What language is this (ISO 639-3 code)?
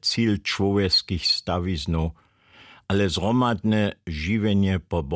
hsb